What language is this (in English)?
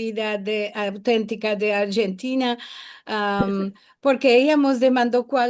Ladino